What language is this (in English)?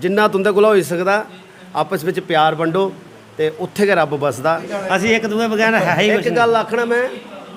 Dogri